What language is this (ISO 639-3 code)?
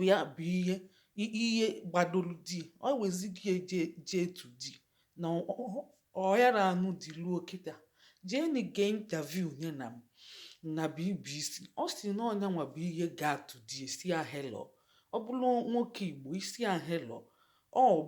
ibo